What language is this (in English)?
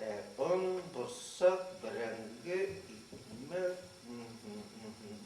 Bashkir